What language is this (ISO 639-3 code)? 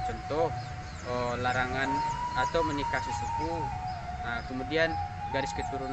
min